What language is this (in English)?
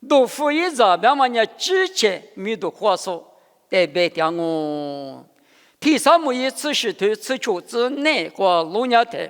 Lisu